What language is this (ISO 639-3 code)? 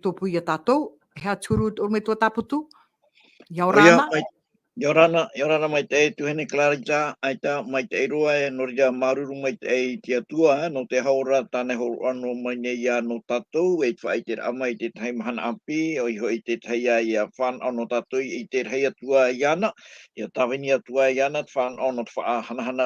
tah